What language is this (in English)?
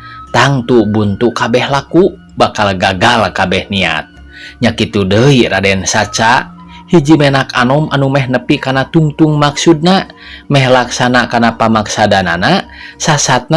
Sundanese